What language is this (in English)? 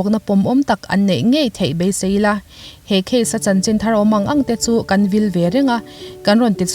Mizo